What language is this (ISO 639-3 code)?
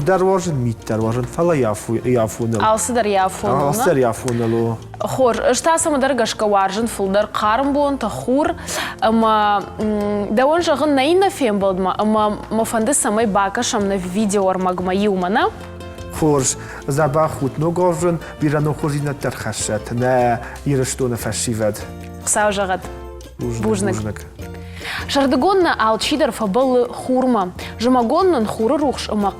oss